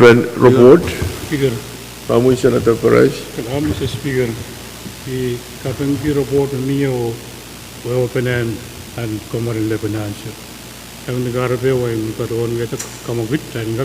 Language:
Pohnpeian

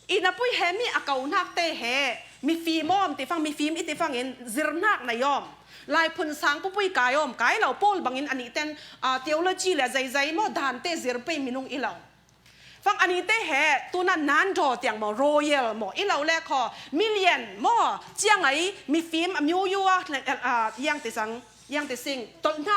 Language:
Falam Chin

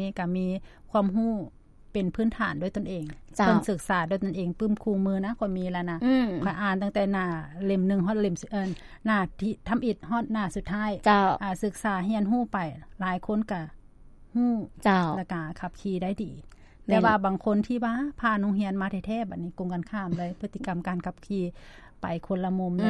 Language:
Lao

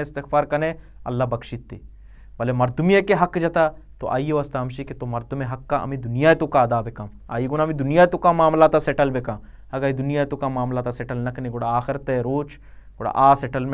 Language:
Baluchi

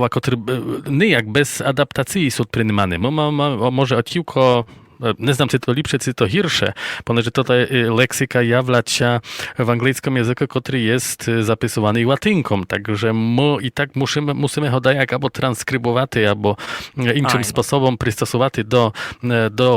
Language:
Rusyn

